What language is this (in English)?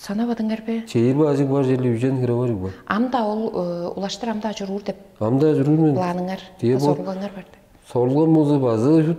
Tuvinian